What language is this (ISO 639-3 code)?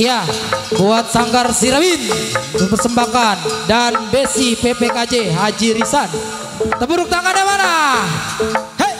bew